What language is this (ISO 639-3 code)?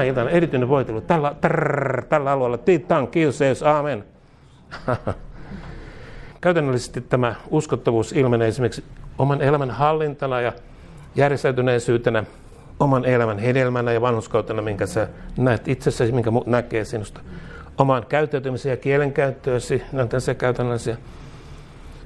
fin